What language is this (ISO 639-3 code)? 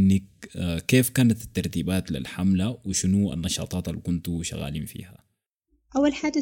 apd